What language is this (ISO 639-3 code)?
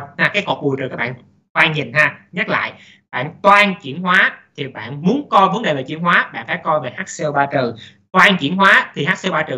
vie